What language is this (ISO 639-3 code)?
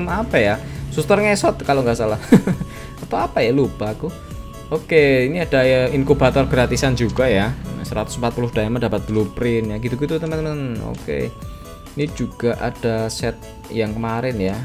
ind